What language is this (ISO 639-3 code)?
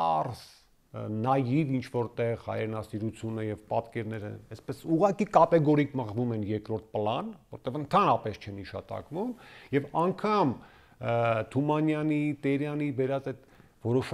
hye